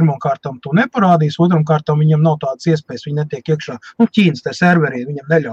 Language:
Latvian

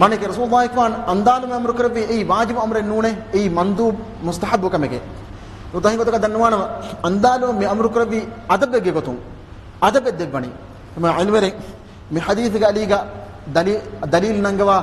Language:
Divehi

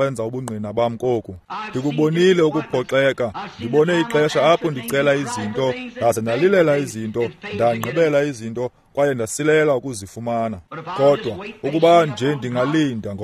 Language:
Xhosa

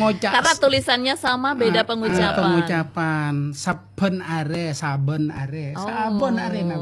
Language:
Madurese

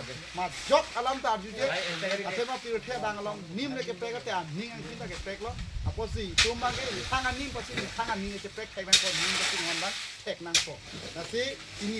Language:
Karbi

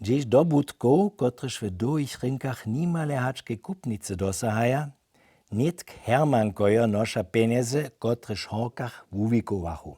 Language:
Upper Sorbian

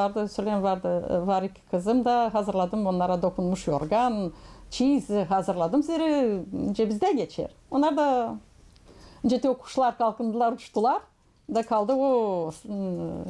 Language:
Gagauz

